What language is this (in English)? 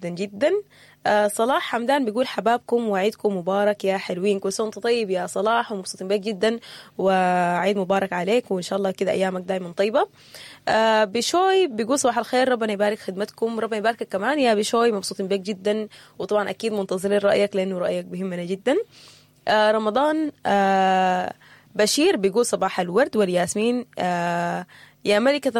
Sudanese Arabic